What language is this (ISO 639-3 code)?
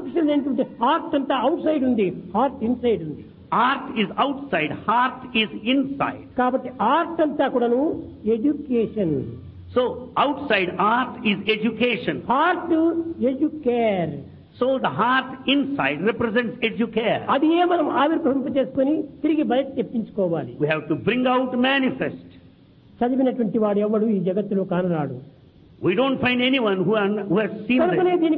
tel